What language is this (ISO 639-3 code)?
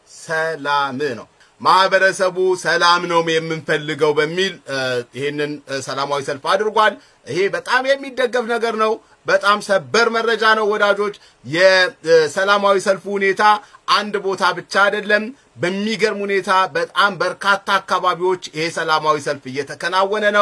amh